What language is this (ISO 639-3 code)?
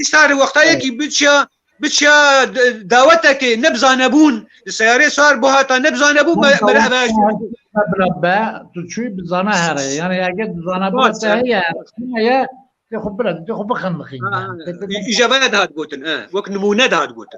kur